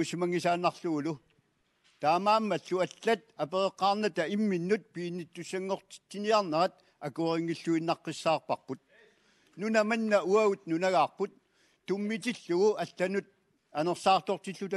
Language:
Kalaallisut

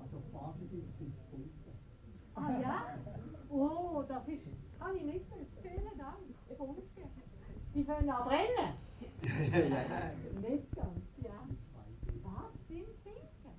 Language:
Swiss German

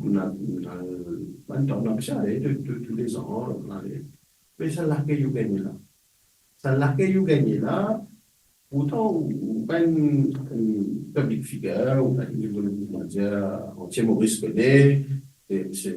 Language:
Morisyen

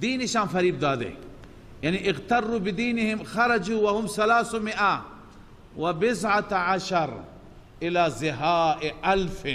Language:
Persian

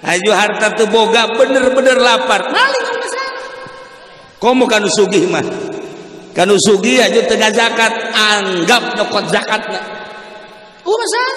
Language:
Sundanese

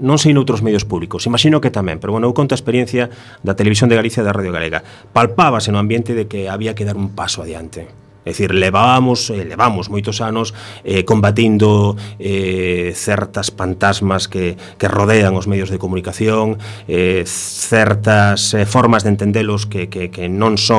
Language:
Galician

